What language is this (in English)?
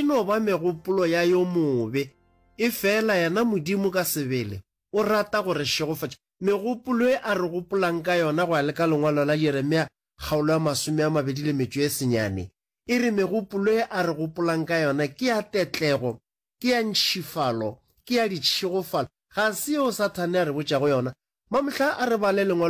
Northern Sotho